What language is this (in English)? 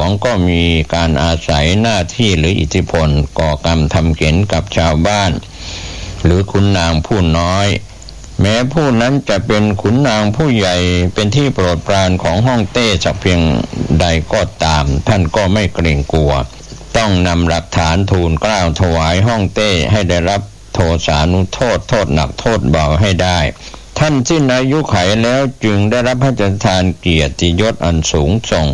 Thai